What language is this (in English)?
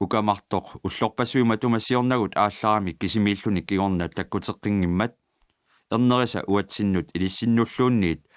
Kalaallisut